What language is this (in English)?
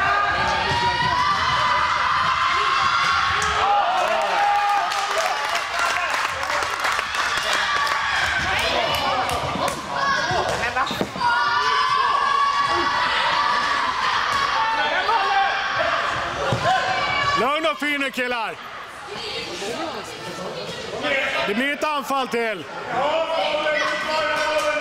Swedish